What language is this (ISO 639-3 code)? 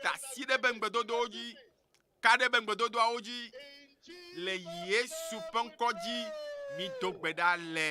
ewe